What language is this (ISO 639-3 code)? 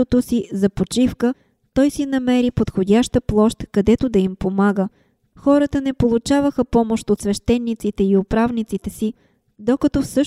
bul